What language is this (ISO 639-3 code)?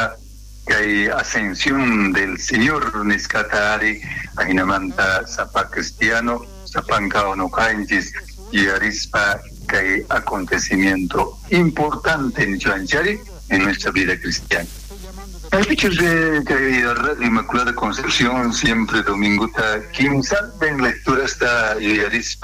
quh